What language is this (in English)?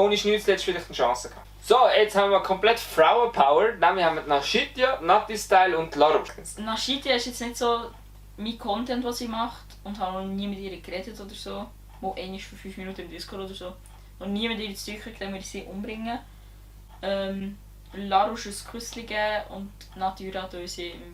Swiss German